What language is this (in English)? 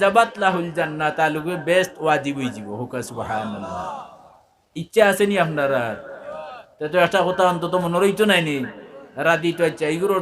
Sylheti